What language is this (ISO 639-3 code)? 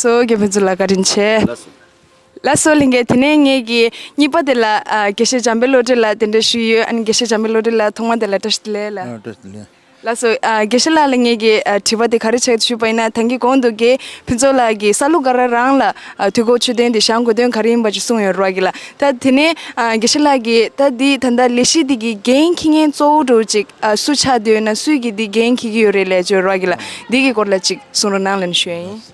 bod